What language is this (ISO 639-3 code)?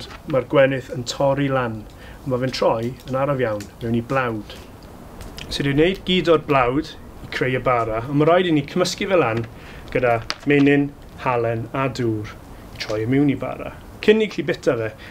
cym